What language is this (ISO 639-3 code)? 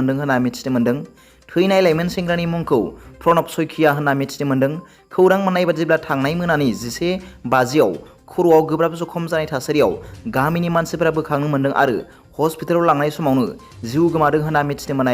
brx